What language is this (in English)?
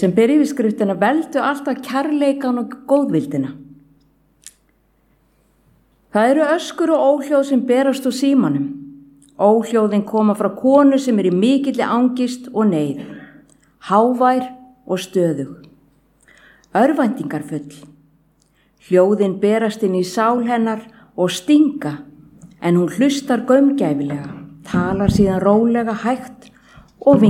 Icelandic